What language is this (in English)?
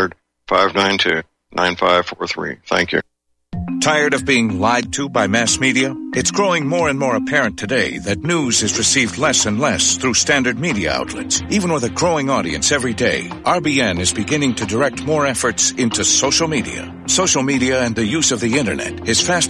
English